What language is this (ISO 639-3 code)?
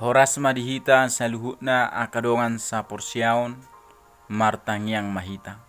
bbc